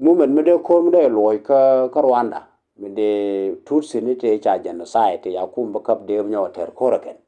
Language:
Nuer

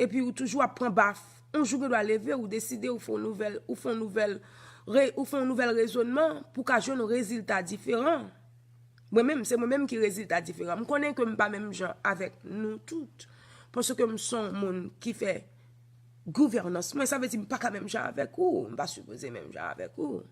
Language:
Haitian Creole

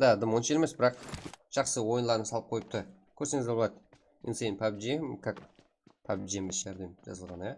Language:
Kara-Kalpak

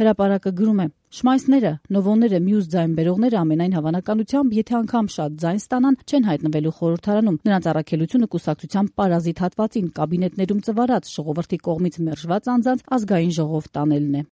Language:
Armenian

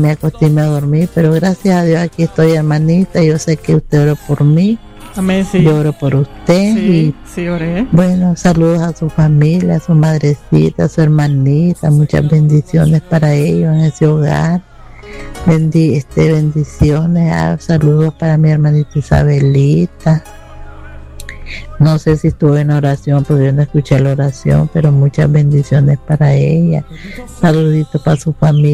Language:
Spanish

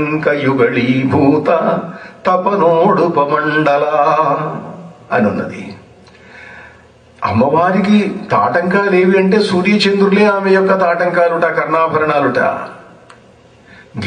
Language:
Telugu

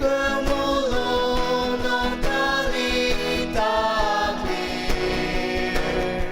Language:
Ao Naga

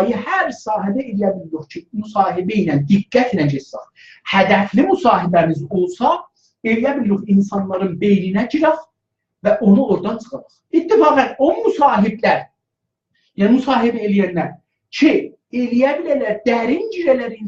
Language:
South Azerbaijani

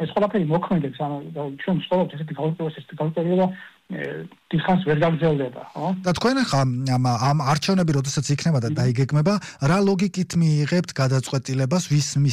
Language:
Georgian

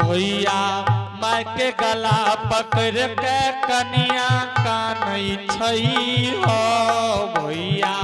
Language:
Angika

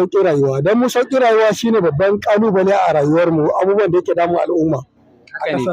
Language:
Hausa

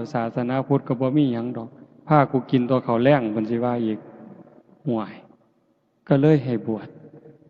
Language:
Northeastern Thai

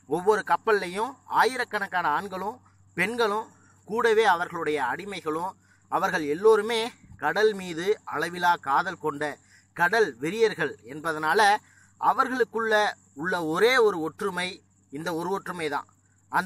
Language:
Tamil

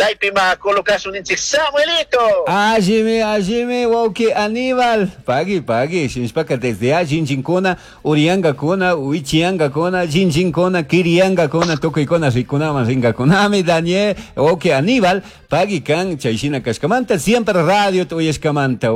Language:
Chimborazo Highland Quichua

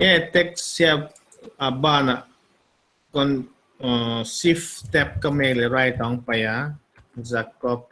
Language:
Paite Chin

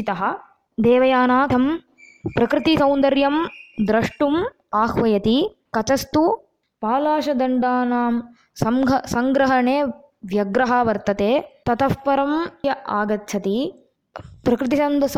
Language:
Sanskrit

